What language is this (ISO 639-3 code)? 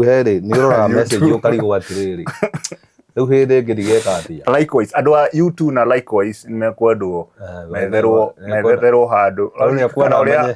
kik